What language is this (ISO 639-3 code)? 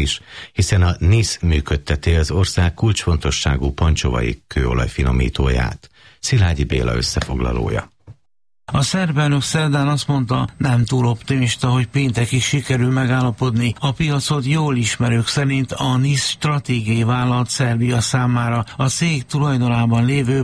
hun